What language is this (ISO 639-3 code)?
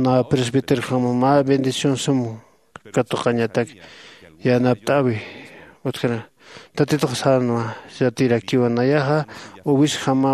aym